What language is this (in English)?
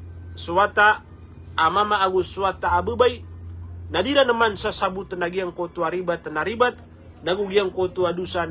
Maranao